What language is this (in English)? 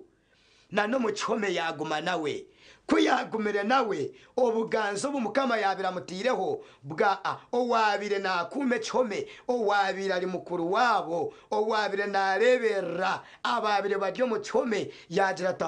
Nyankole